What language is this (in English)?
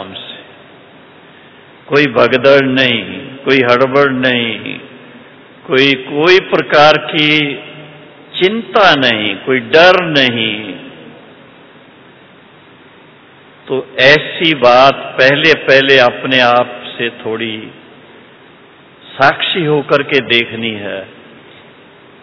Hindi